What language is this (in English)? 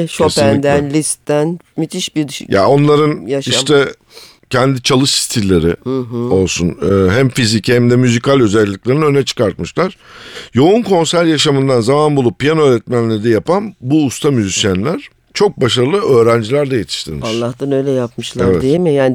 Turkish